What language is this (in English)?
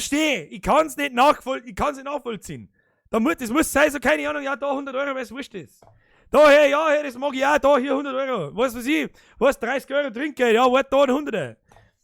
Bavarian